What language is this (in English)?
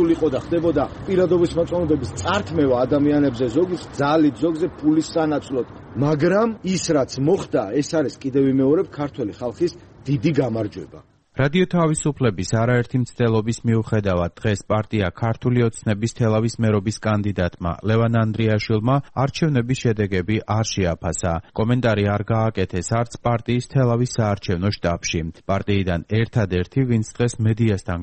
Georgian